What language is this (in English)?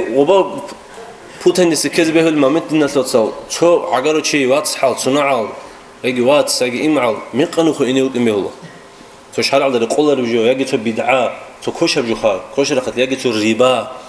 Avaric